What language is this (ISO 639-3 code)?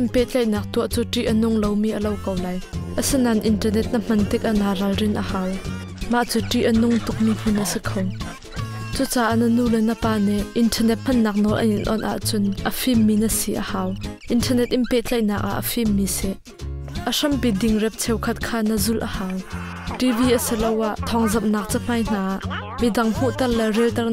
cnh